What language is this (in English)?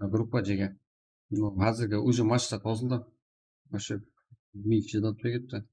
Kara-Kalpak